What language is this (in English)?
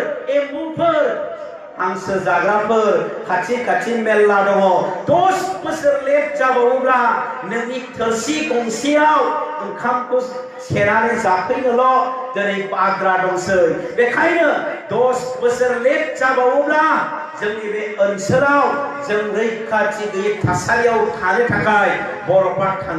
Bodo